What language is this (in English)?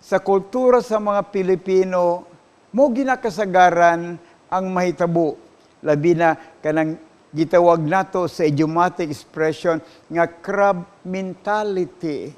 Cebuano